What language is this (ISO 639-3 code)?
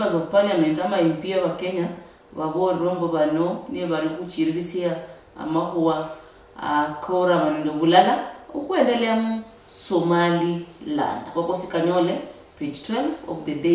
luy